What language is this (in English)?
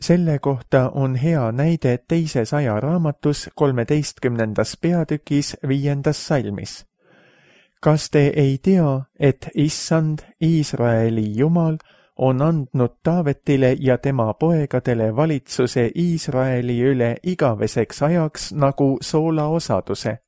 Estonian